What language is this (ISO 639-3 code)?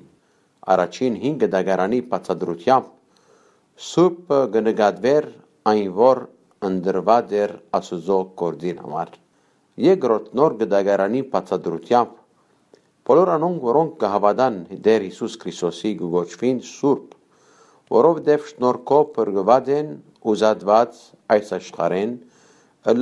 hyw